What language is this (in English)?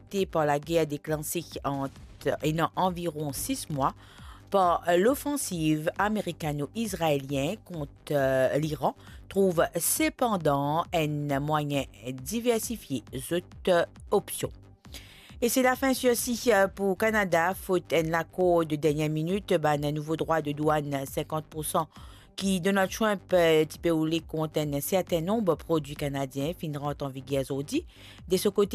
Morisyen